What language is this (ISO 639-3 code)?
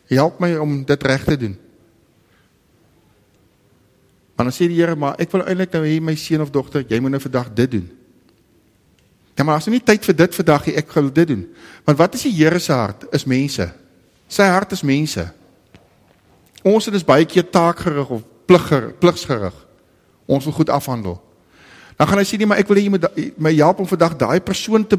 afr